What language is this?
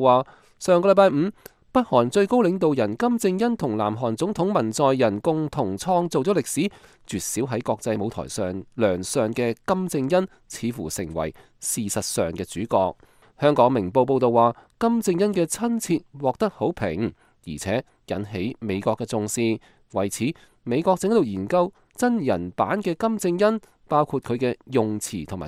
Cantonese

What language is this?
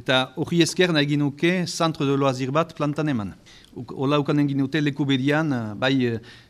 Basque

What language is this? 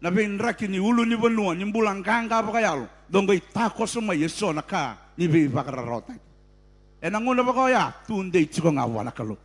Fijian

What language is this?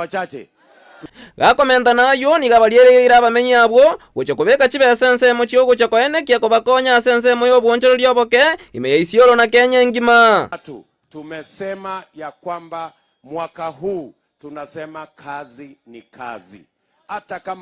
Gusii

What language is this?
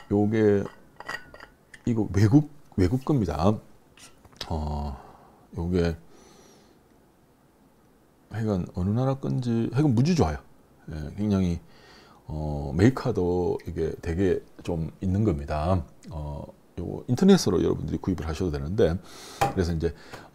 Korean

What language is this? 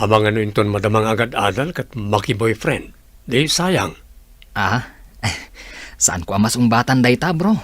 Iloko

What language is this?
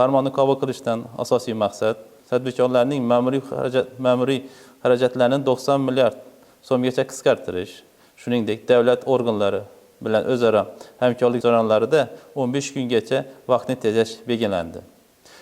Uzbek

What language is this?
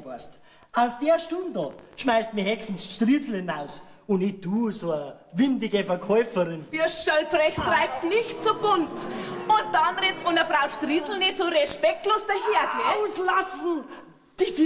Bavarian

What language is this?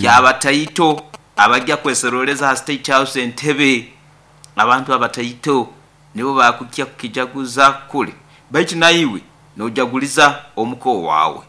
Nyoro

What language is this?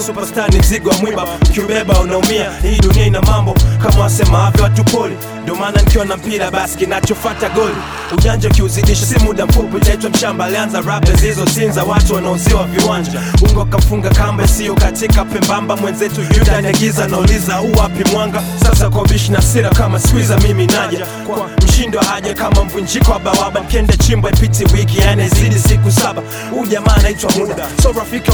Swahili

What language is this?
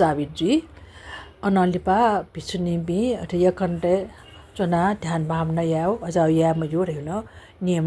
Newari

